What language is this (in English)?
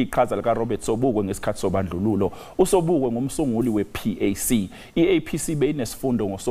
Zulu